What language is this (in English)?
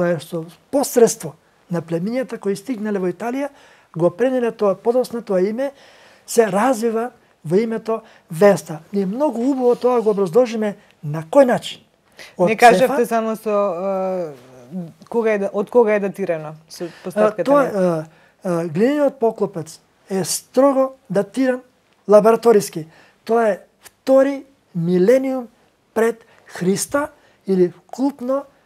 Macedonian